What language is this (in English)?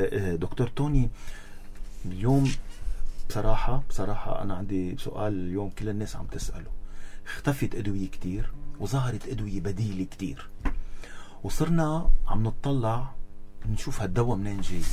North Levantine Arabic